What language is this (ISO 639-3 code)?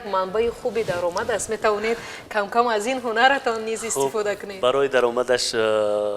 tgk